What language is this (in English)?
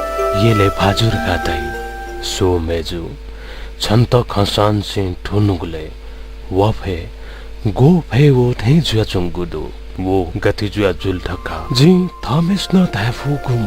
Newari